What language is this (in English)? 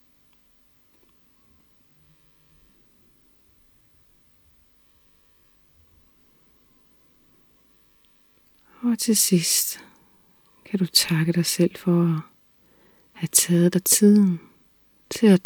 Danish